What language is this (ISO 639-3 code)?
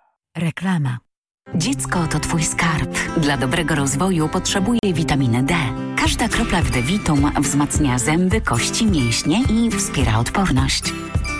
pol